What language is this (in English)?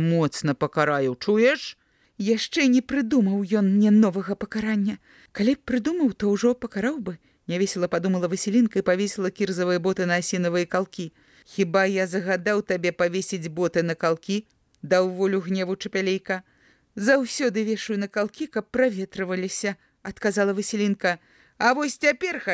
Belarusian